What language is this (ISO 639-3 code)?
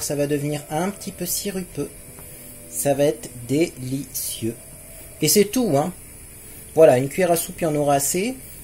fra